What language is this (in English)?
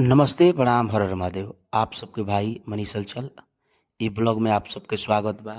Bhojpuri